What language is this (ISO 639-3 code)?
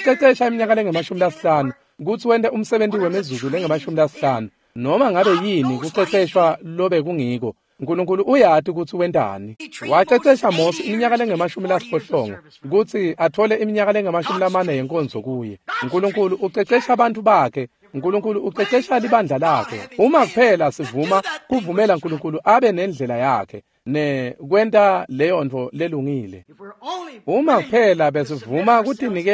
ssw